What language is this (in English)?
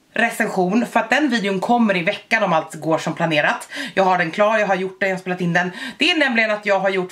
Swedish